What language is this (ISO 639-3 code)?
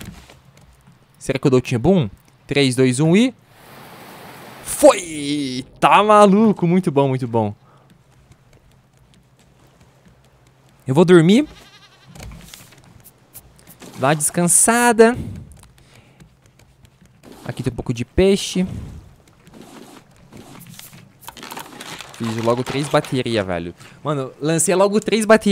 por